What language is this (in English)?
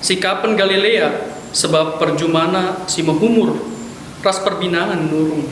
Batak Karo